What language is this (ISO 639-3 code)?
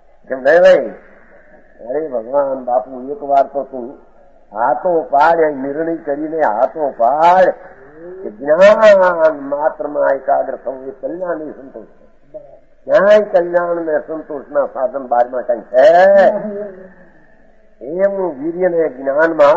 guj